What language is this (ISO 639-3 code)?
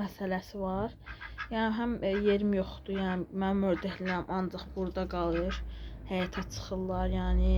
aze